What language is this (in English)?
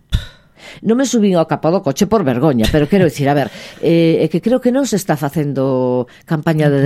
Galician